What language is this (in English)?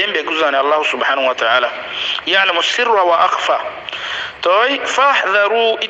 Rohingya